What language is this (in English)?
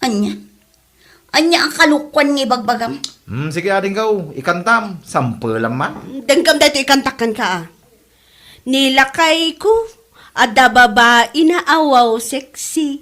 Iloko